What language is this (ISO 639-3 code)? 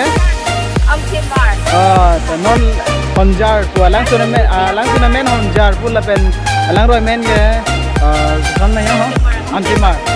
mjw